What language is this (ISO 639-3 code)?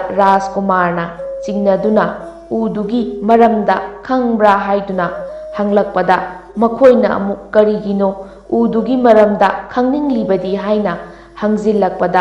mni